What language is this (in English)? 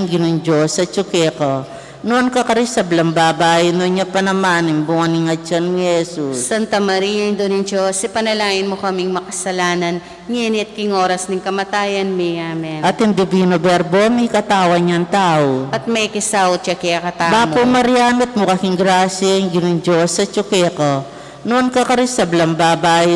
Pampanga